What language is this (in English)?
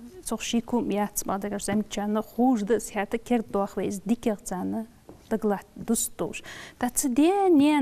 Ingush